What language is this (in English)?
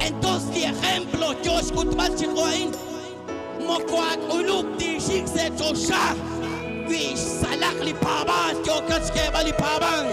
Kekchí